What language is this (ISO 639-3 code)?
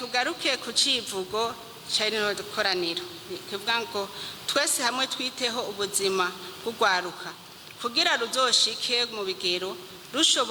run